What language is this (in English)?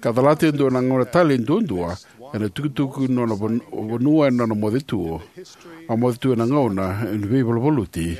Fijian